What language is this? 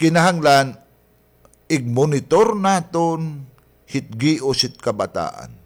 Waray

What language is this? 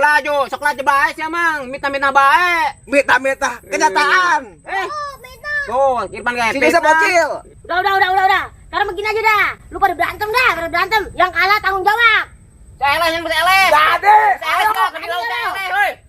Sundanese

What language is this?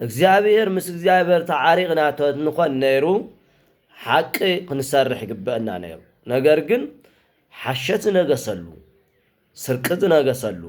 Tigrinya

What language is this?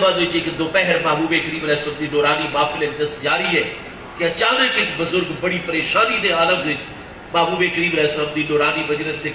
Saraiki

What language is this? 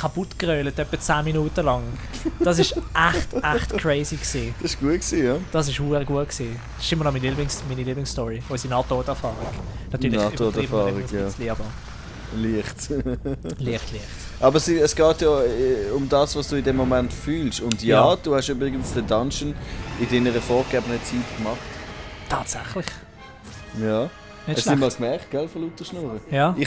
Swiss German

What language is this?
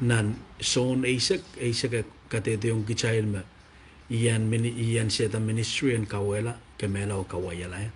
Pohnpeian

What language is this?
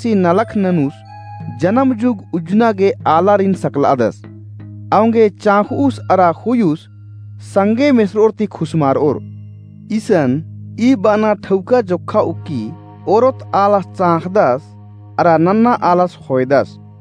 Kurukh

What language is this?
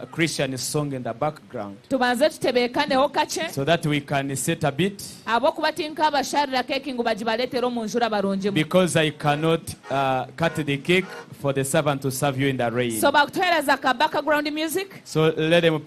Nyankole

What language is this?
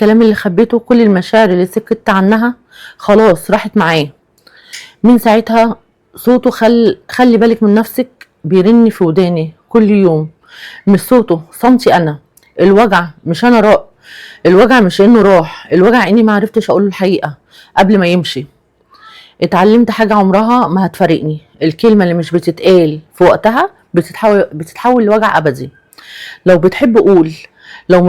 Egyptian Arabic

